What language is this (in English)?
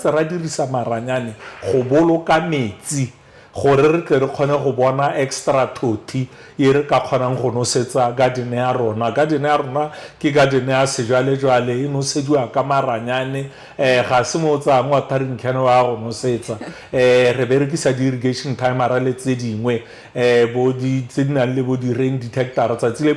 Tswana